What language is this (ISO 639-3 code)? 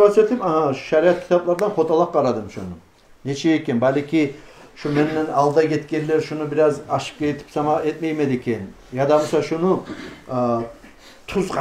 kum